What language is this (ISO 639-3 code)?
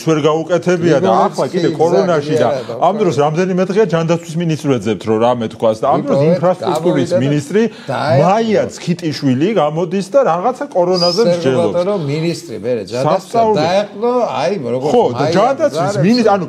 kat